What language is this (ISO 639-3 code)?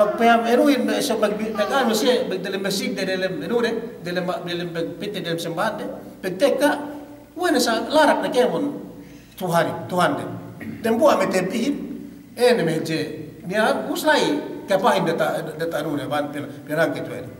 yka